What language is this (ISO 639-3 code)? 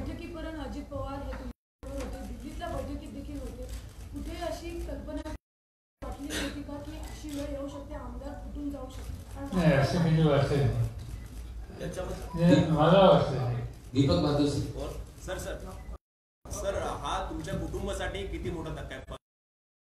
mar